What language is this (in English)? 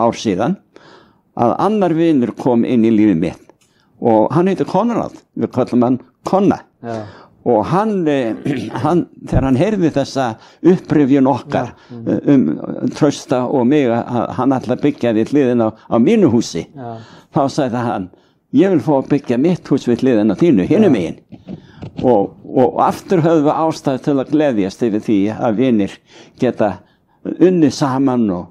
Icelandic